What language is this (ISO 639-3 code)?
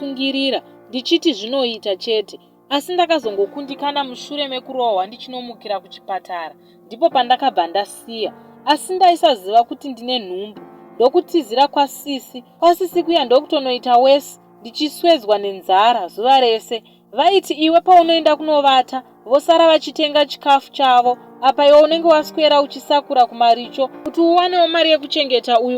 sna